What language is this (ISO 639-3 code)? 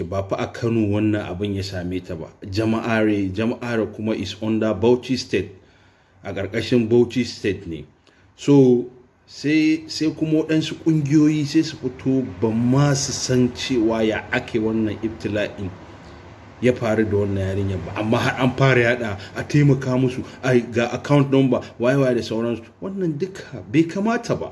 hau